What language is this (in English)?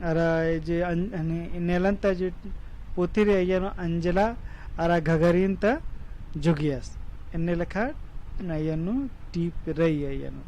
Kurukh